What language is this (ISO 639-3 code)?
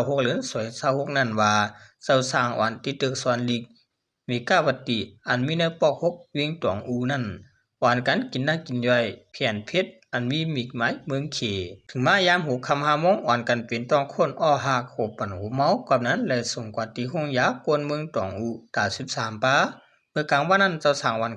shn